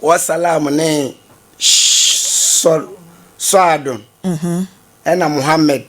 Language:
Akan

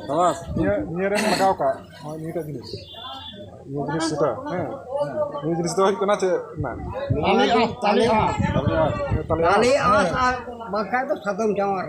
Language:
Santali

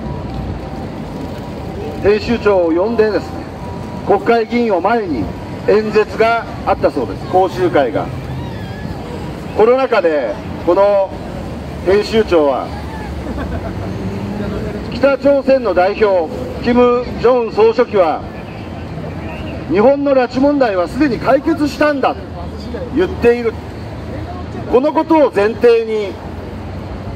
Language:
Japanese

